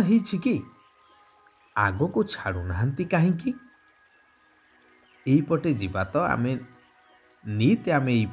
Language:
Odia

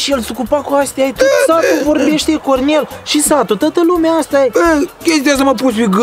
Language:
Romanian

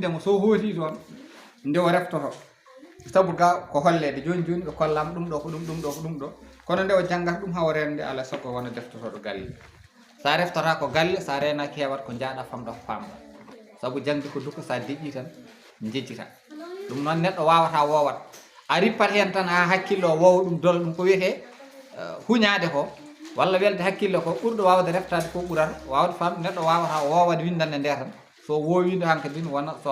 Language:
Fula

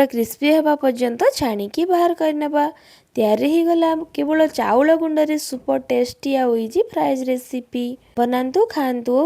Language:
Odia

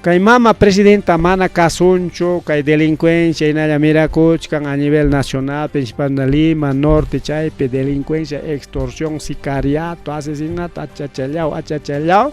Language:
Ayacucho Quechua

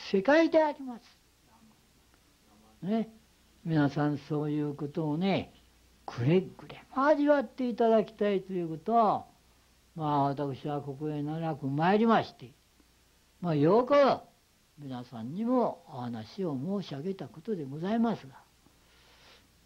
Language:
Japanese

